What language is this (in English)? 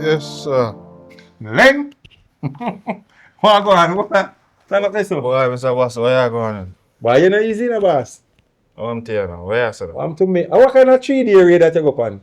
Jamaican Creole English